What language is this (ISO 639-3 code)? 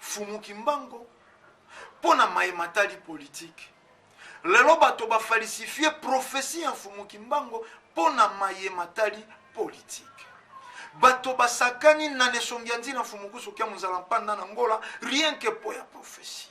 lin